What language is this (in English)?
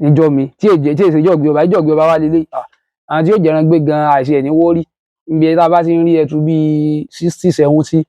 Yoruba